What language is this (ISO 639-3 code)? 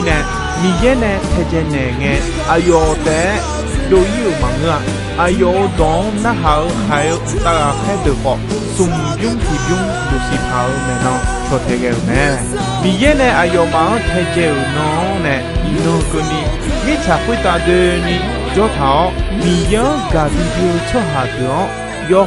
ahk